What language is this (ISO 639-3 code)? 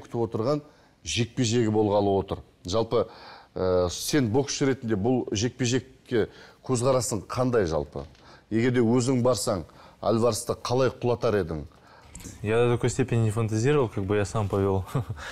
kaz